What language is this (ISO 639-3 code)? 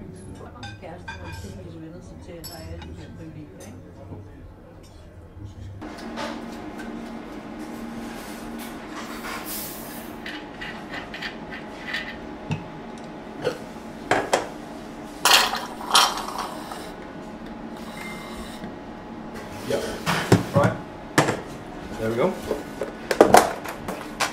dan